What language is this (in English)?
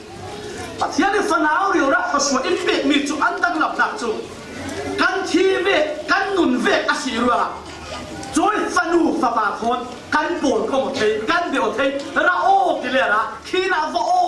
Falam Chin